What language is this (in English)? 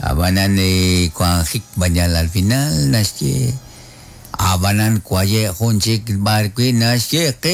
Kekchí